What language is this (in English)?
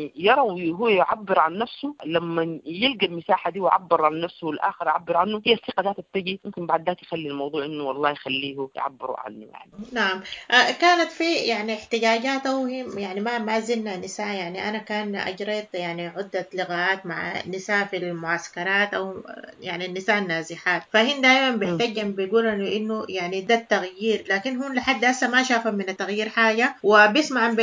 Sudanese Arabic